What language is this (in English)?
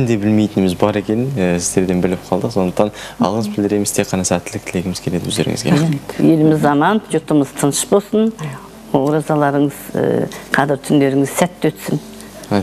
Kazakh